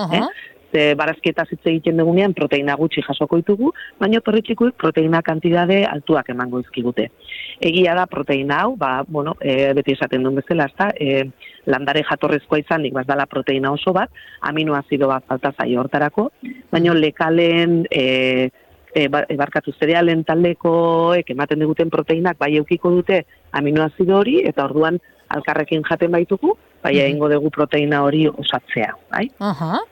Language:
Basque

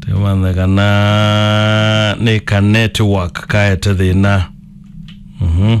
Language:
Kamba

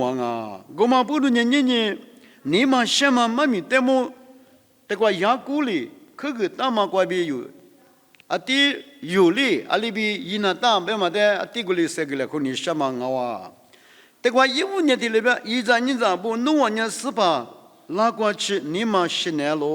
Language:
Lisu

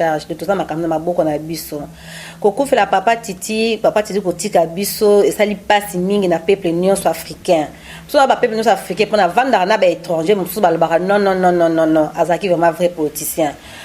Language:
Lingala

